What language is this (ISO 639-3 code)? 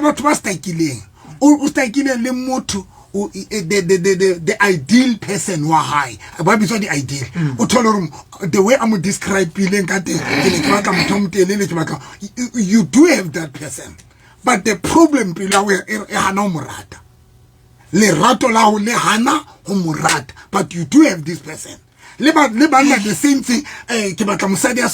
sot